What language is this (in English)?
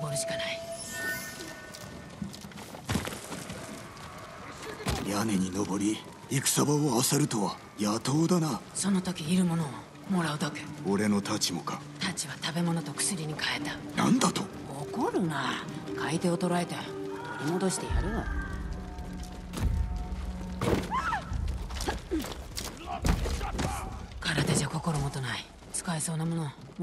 Japanese